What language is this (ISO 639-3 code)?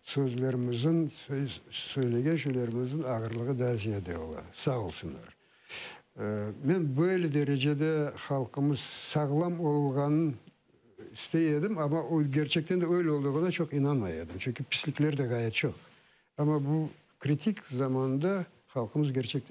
crh